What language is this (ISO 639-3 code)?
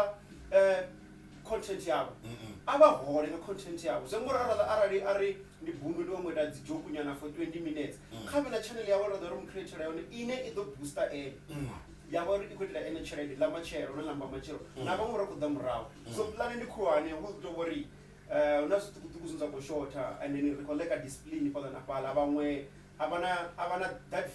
ven